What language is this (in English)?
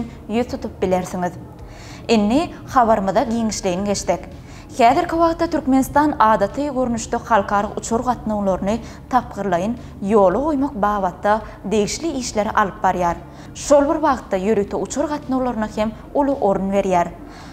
Turkmen